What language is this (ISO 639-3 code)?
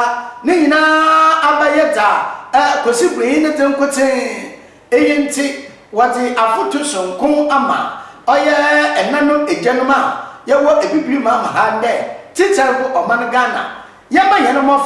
aka